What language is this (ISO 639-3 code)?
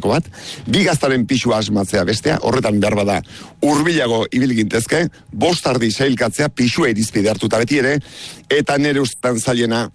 eus